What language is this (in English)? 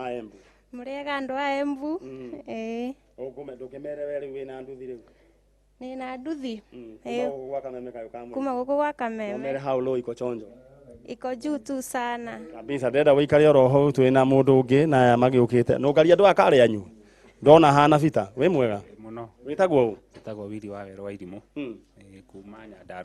Kikuyu